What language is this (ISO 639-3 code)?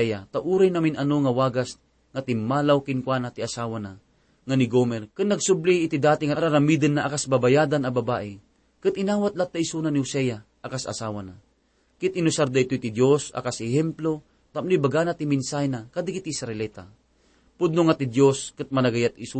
ilo